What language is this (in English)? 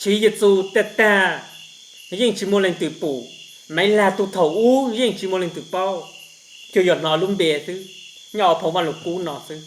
Hmong